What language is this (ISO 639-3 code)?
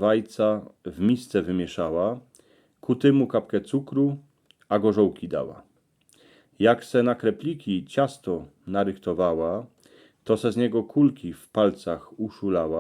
szl